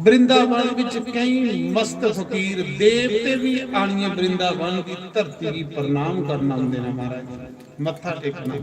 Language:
Dogri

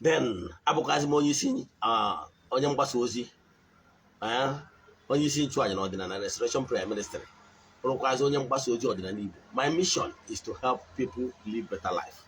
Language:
Igbo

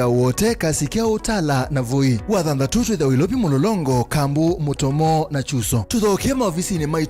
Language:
Kamba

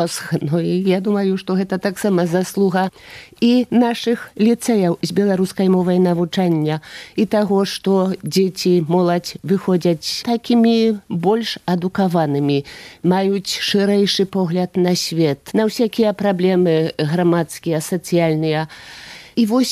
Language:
Belarusian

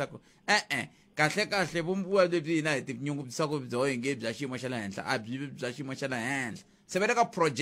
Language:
Tsonga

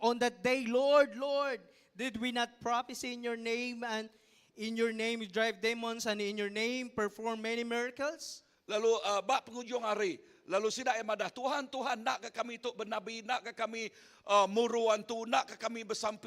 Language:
Iban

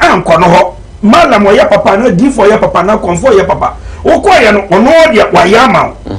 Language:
Akan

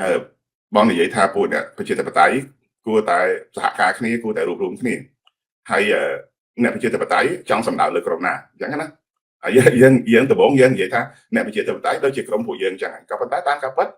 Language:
Khmer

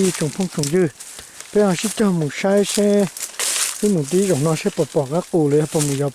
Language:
Hmong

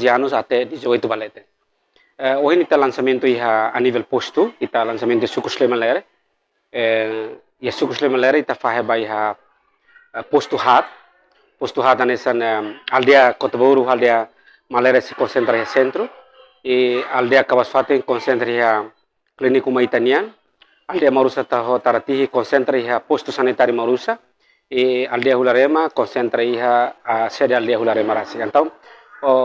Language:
Tetum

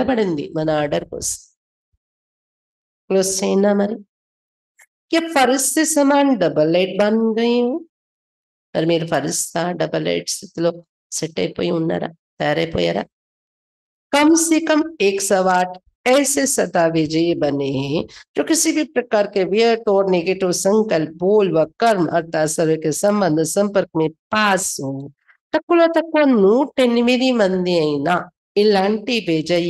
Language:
Telugu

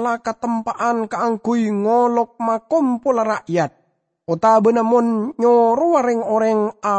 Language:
Madurese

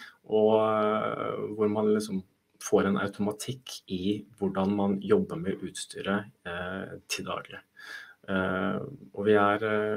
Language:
Norwegian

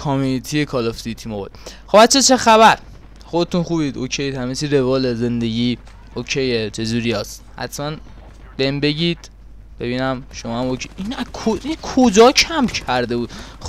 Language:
Persian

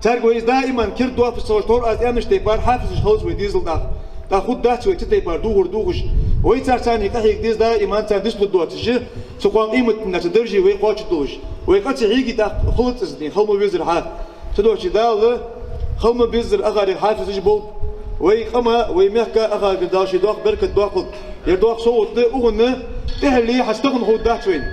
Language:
Ingush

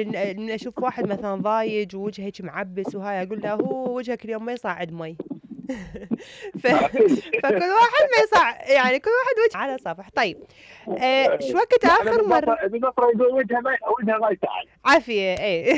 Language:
Mesopotamian Arabic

